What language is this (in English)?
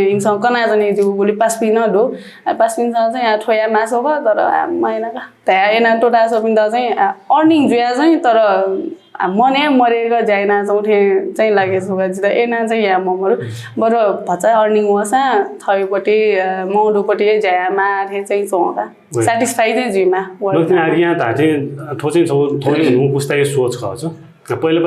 Newari